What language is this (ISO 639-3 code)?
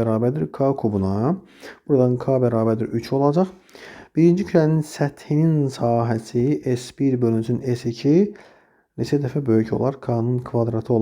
aze